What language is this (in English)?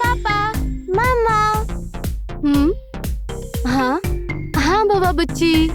Maithili